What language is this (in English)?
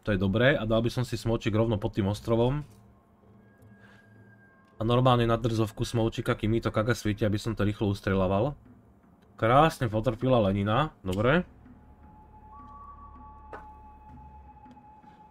Slovak